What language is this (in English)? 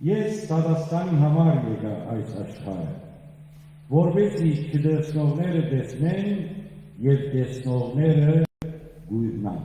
Western Armenian